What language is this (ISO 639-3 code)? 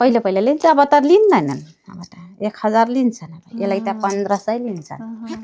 nep